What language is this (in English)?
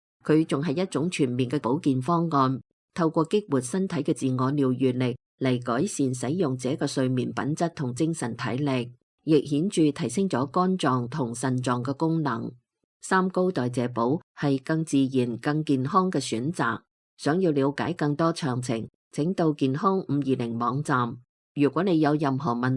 Cantonese